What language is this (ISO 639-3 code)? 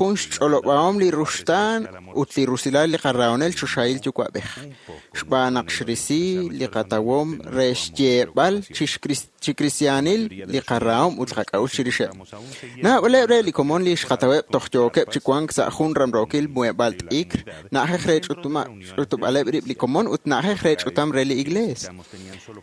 kek